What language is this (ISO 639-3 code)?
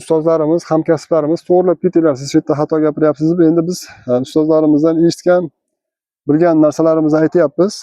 uzb